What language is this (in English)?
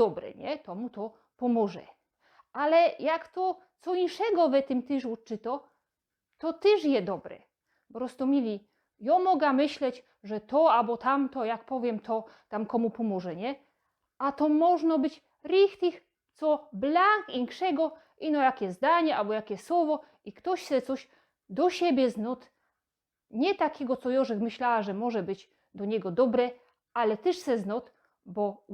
Silesian